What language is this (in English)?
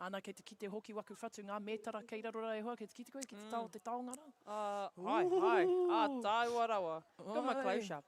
Māori